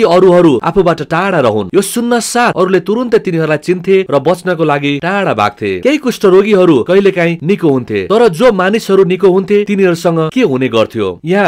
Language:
Nepali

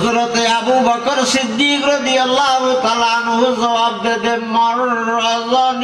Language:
Rohingya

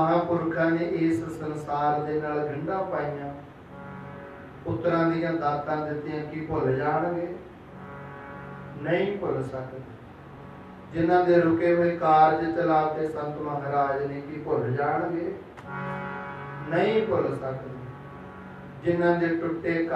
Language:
Punjabi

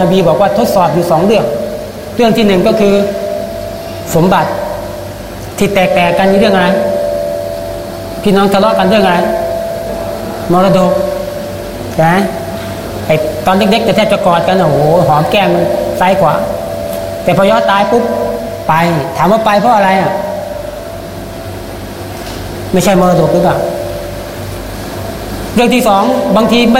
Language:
Thai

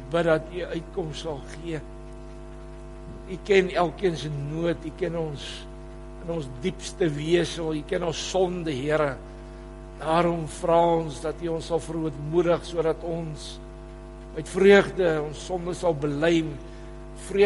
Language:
Afrikaans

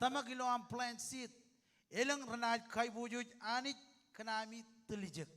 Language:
Marshallese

